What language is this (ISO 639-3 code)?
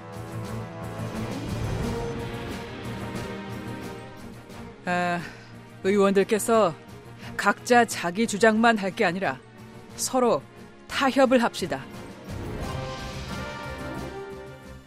kor